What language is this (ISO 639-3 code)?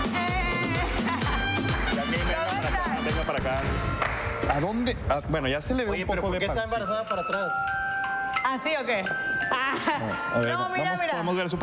spa